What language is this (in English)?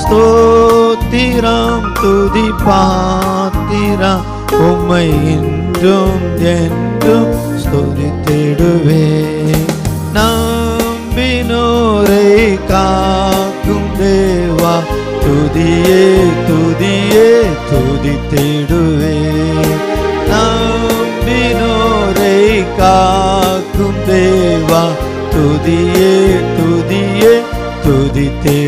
Tamil